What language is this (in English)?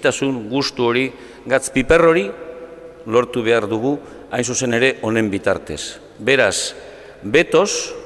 Basque